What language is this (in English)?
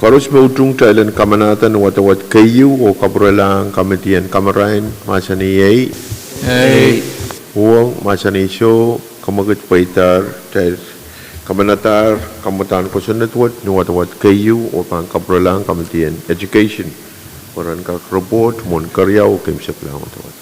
Pohnpeian